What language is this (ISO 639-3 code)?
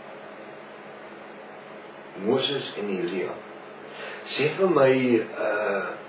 afr